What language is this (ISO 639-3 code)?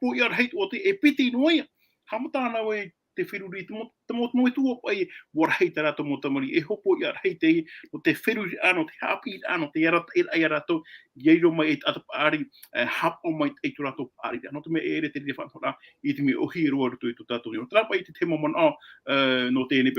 tah